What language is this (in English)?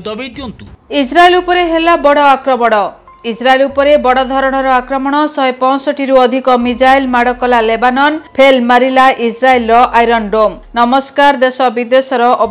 Odia